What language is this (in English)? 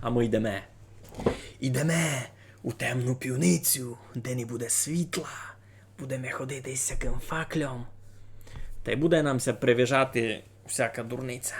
Rusyn